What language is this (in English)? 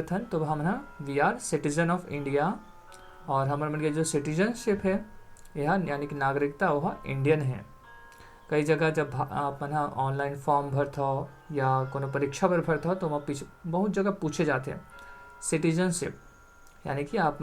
Chhattisgarhi